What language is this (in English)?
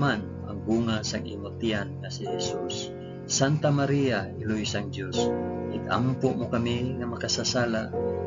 Hiligaynon